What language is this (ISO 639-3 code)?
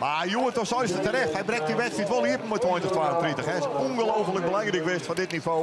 fry